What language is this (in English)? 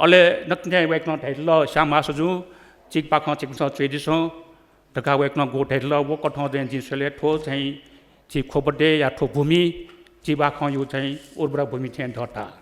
Newari